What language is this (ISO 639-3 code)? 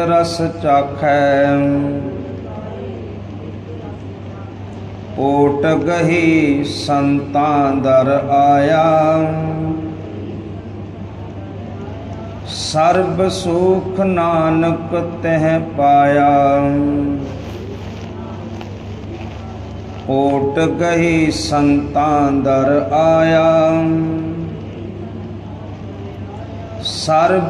pan